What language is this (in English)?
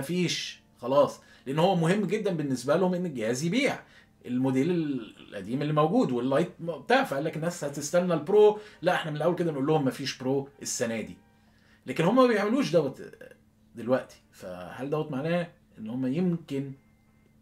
Egyptian Arabic